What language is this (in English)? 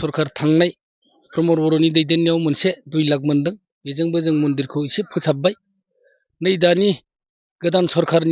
Bodo